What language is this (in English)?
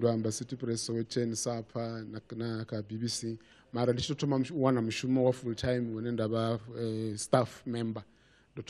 Venda